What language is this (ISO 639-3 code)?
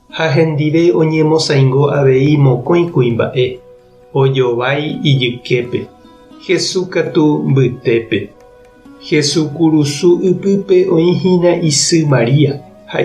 grn